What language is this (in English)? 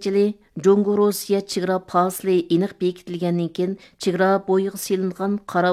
Uyghur